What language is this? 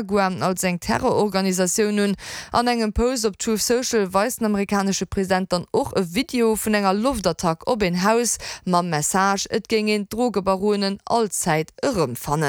Luxembourgish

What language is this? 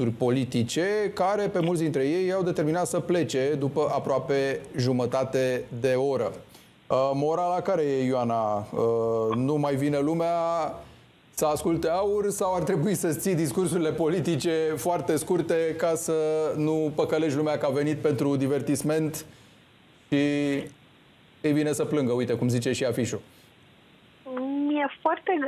Romanian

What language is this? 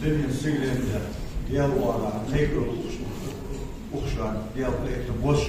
Ingush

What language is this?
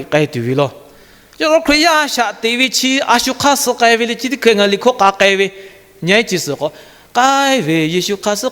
Lahu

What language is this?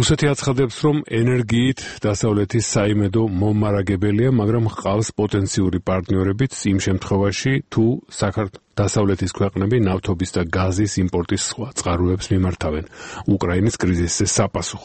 Georgian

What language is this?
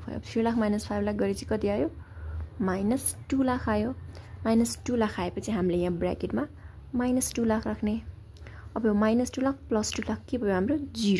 Nepali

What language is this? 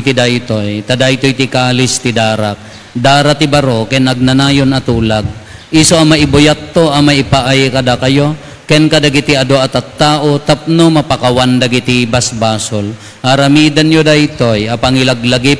Iloko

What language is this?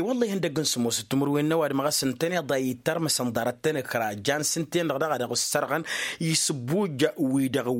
Tamasheq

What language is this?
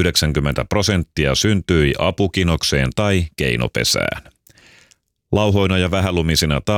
Finnish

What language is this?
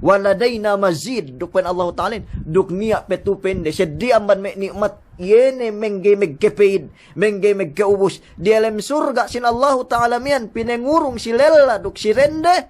Yakan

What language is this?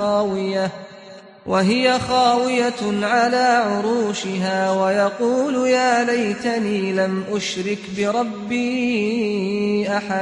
Arabic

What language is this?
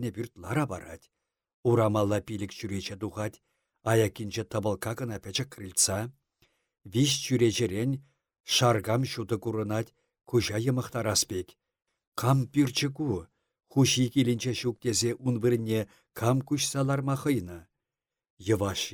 Chuvash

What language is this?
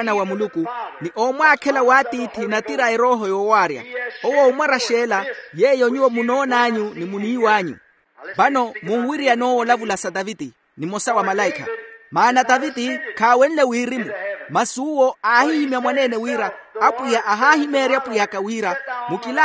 Makhuwa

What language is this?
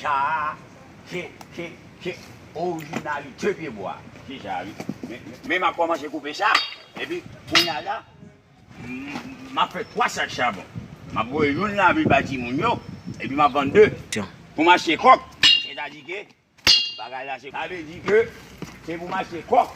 Haitian Creole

